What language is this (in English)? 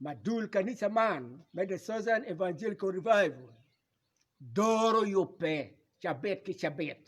Acoli